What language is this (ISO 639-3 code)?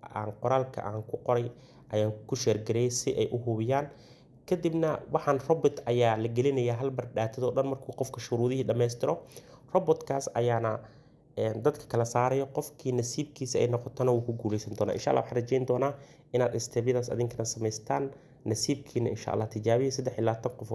som